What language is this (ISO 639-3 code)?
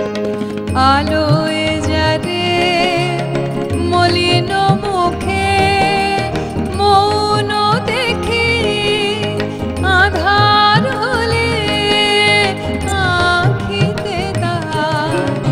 ben